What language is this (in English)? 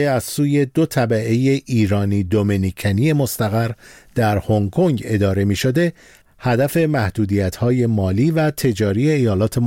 Persian